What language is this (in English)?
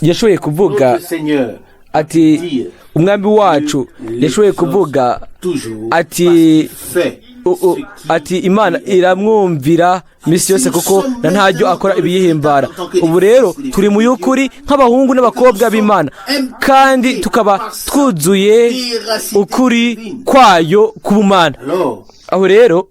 Rundi